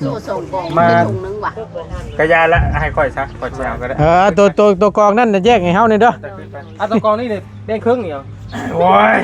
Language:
Northeastern Thai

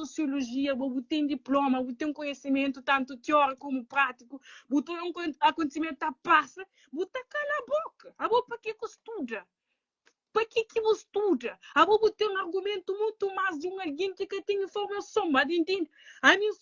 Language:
Kabuverdianu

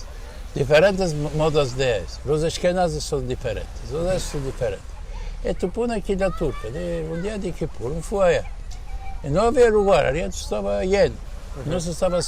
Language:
Ladino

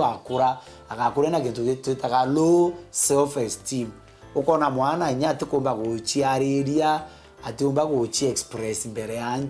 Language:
Meru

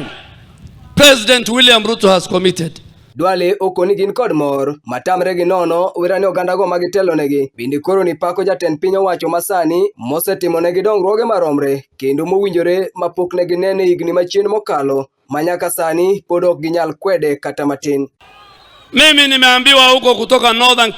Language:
Luo (Kenya and Tanzania)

